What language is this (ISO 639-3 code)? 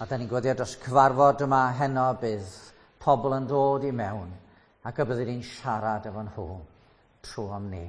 cym